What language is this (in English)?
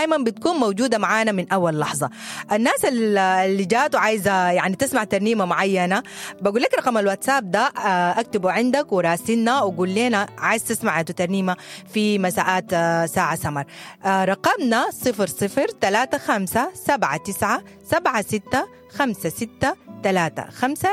Sudanese Arabic